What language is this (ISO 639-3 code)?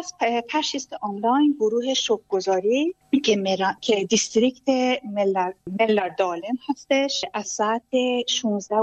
fas